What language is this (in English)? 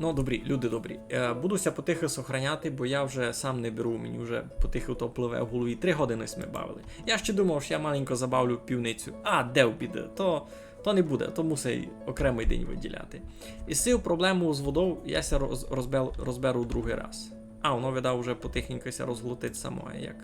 Rusyn